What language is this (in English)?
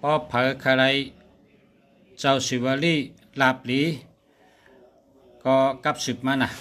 Shan